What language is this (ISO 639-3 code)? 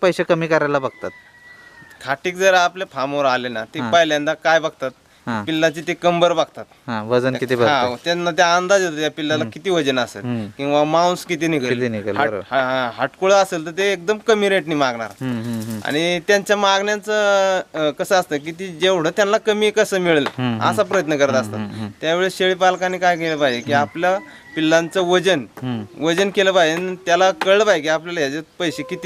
mar